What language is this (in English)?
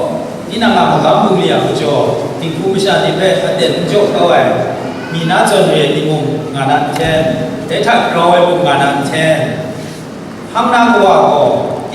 Kachin